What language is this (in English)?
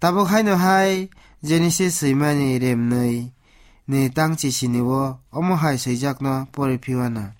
Kok Borok